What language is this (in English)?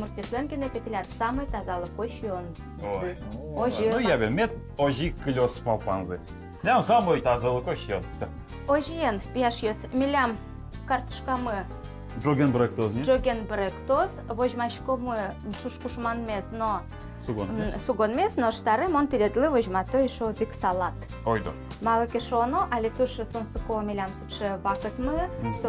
Udmurt